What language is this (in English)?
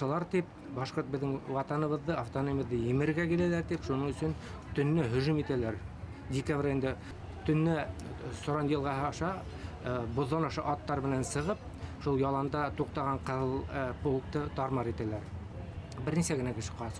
Bashkir